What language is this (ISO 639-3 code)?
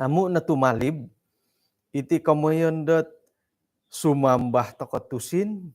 dtp